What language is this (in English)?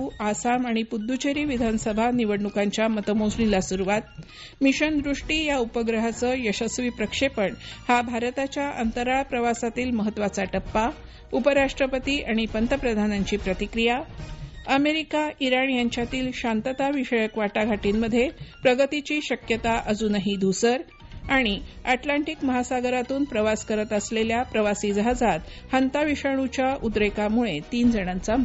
Marathi